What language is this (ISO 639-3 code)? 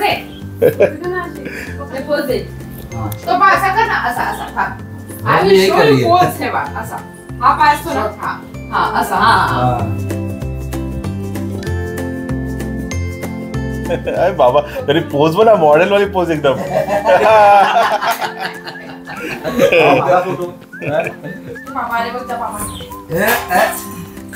mar